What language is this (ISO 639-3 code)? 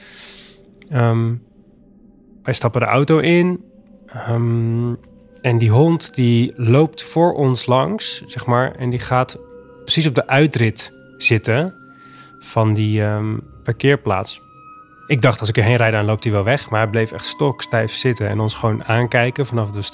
nld